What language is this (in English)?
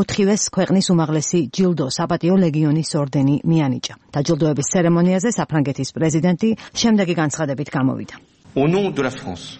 Georgian